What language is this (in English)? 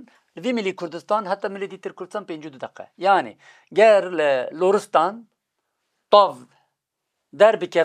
Kurdish